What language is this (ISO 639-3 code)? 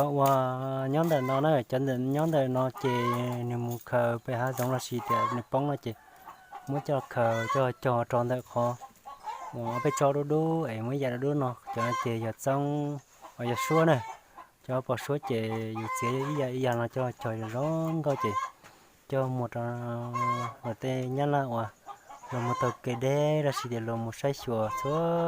hmn